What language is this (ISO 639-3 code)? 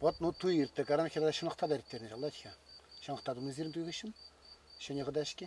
chv